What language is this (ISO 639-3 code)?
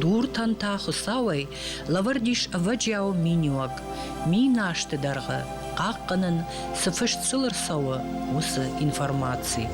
oss